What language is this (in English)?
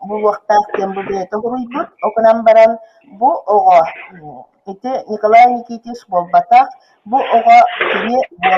Yakut